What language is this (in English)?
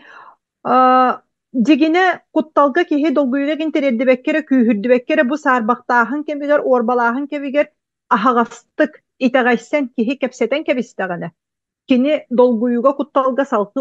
Yakut